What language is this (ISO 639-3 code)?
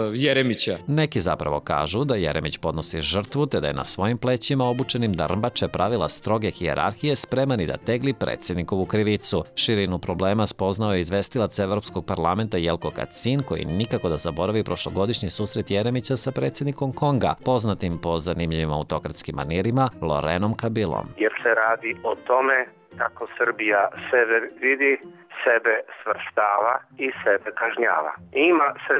srp